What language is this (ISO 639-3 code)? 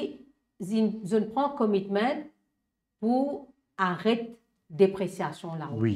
mfe